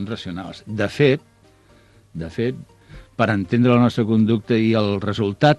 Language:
Catalan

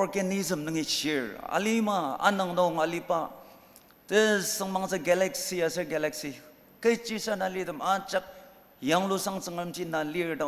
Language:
Ao Naga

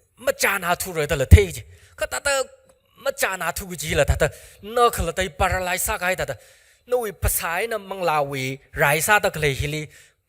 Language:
Tangkhul Naga (India)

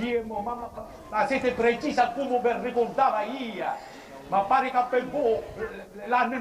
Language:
Sicilian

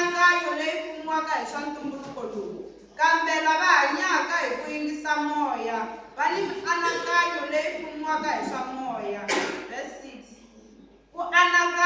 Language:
Tsonga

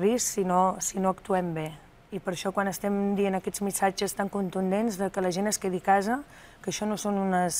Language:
Catalan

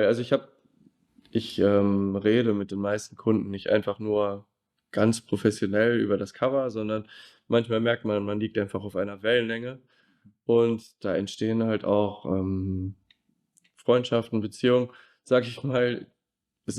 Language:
Swiss German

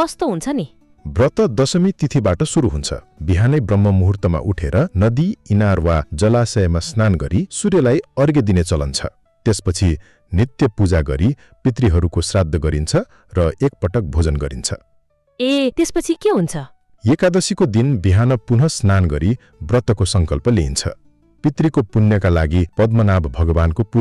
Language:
Nepali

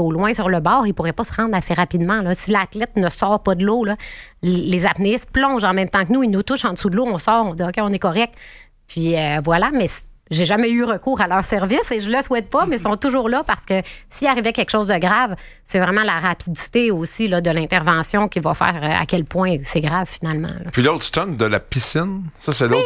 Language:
French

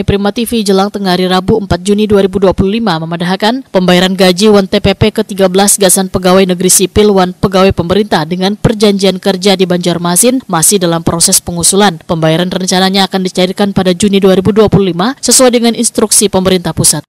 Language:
Banjar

